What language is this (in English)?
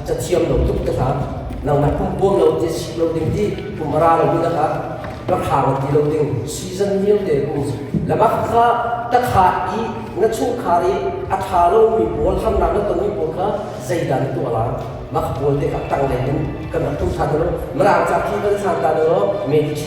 Hakha Chin